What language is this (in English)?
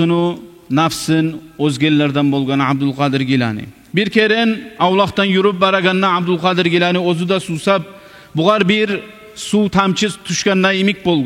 Kumyk